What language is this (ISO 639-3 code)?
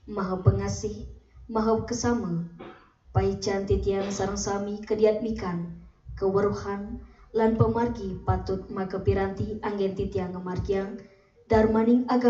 ban